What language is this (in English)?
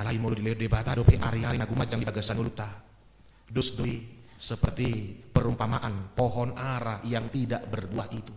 Batak Toba